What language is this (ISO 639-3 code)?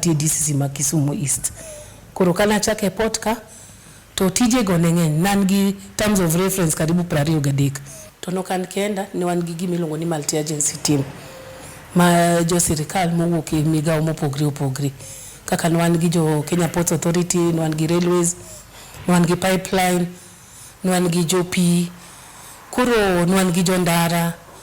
luo